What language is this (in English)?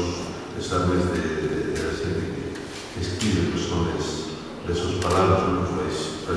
Asturian